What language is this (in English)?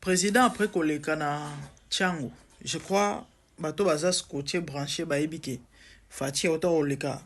Lingala